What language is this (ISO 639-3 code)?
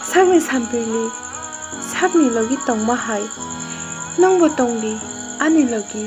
trp